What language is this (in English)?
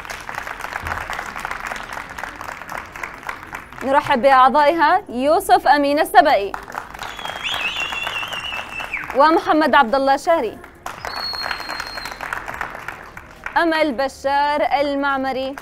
Arabic